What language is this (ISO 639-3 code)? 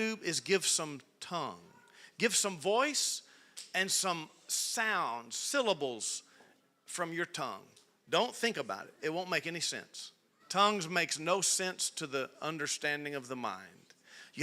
eng